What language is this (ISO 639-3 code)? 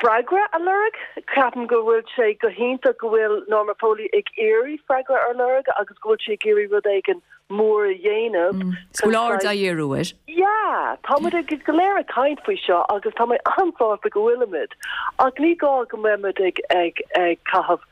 gle